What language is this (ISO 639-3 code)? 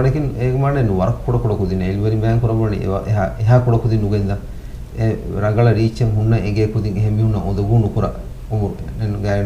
div